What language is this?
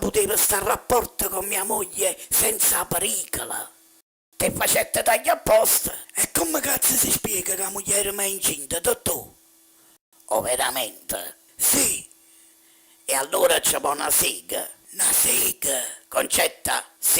Neapolitan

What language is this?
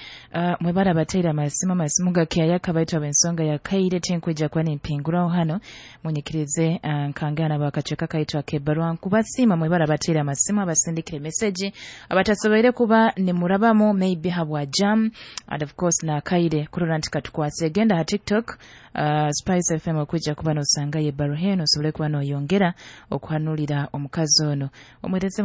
Nyoro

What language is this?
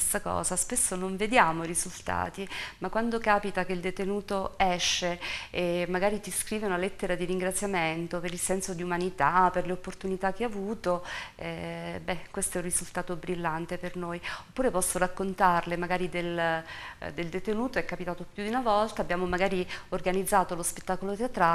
Italian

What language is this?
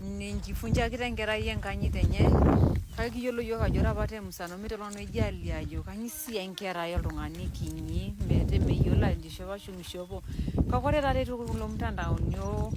Masai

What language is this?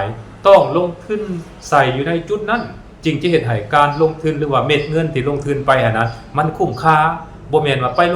Lao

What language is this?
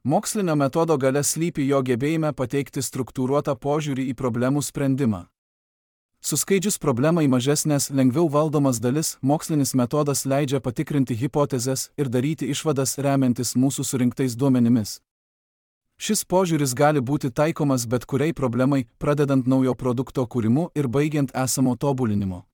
Lithuanian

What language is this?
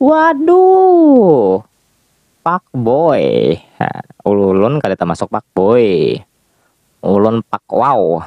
Banjar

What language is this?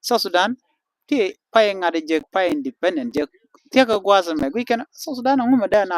Nuer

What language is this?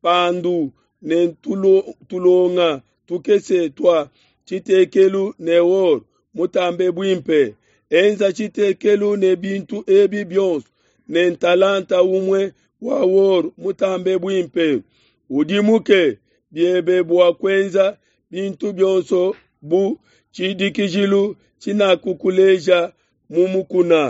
Luba-Lulua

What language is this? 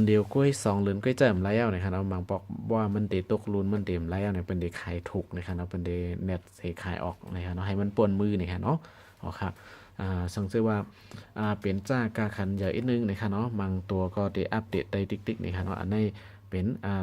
Shan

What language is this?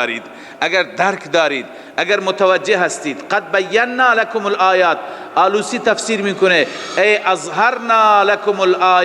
Persian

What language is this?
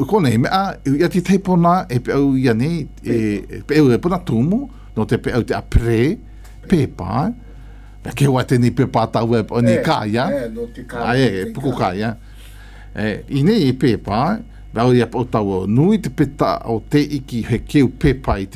Malagasy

